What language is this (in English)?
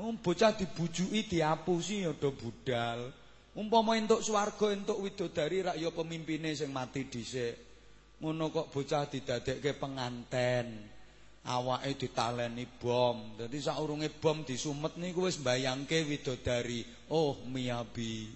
Javanese